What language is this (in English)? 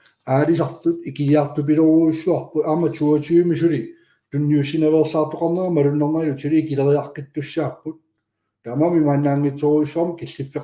Kalaallisut